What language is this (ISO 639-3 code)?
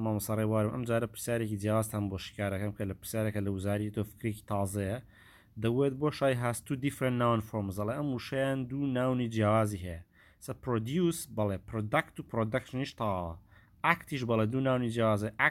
ckb